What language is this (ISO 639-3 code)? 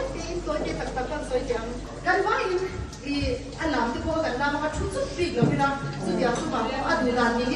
lus